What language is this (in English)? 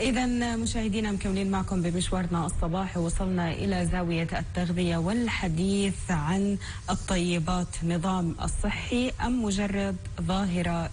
North Levantine Arabic